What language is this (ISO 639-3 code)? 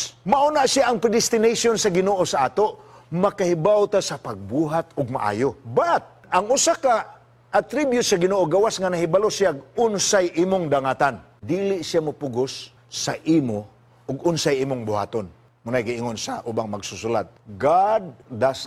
ceb